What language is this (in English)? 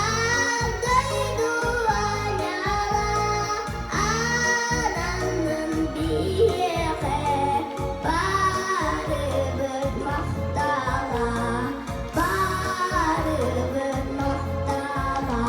Yakut